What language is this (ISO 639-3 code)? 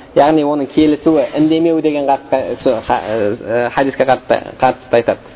kaz